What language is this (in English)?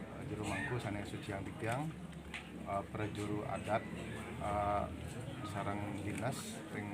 Balinese